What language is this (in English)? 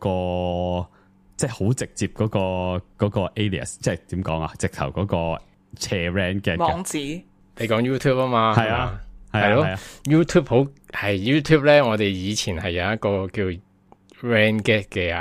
Cantonese